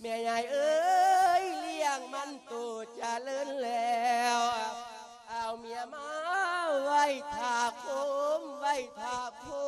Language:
Lao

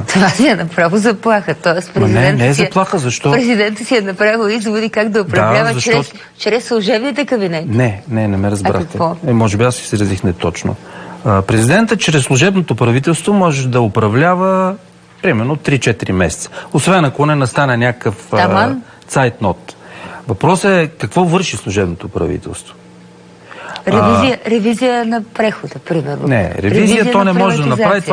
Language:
Bulgarian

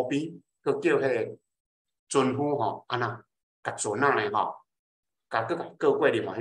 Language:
Min Nan Chinese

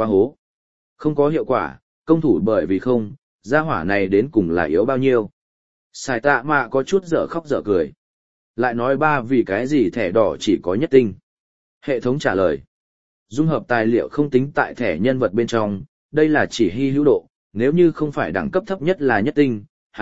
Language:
Vietnamese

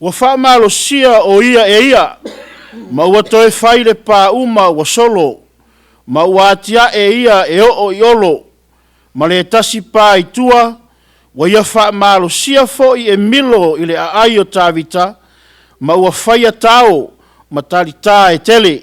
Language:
Samoan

